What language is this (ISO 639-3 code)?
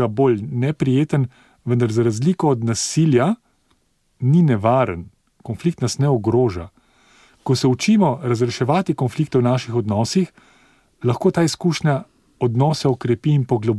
slv